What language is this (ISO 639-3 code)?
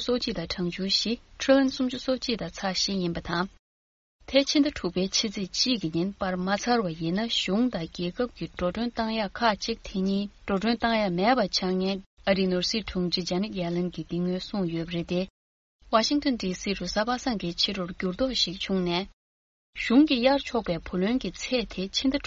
bod